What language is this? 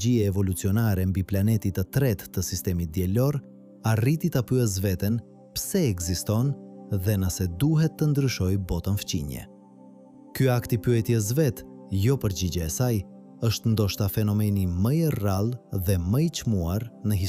Albanian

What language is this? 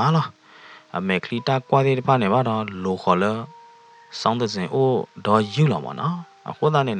S'gaw Karen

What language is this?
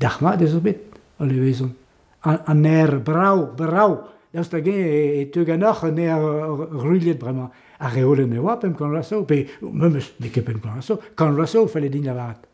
Breton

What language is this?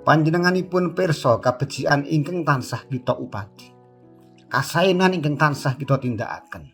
Javanese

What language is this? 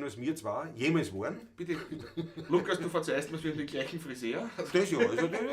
Bavarian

